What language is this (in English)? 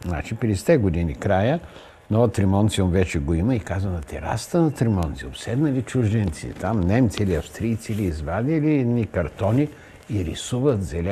Bulgarian